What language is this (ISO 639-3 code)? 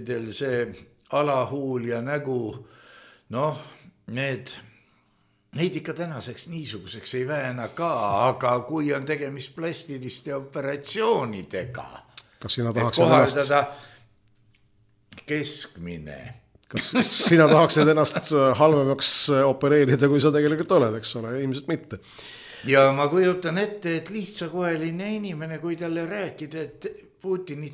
est